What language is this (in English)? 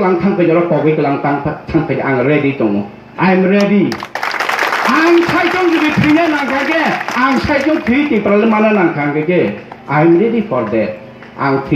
Kok Borok